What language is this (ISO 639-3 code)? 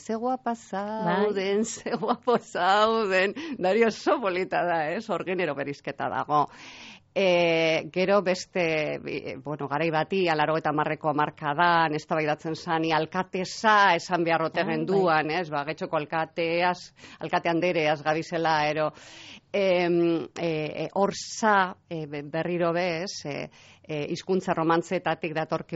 eus